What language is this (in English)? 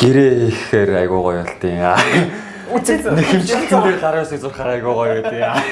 Mongolian